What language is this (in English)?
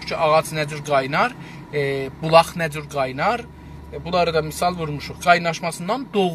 South Azerbaijani